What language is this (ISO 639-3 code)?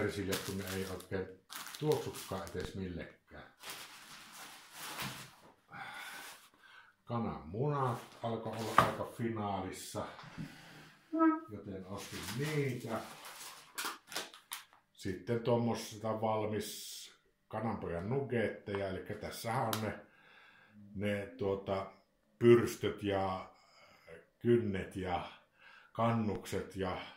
fin